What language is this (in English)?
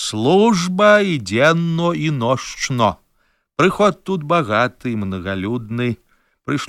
Belarusian